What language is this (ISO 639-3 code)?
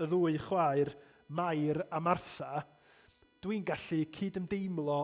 cym